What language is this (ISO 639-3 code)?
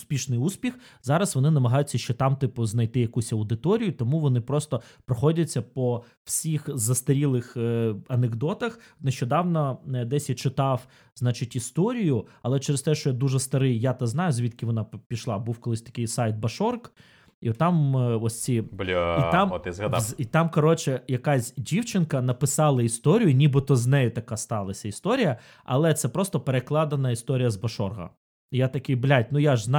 ukr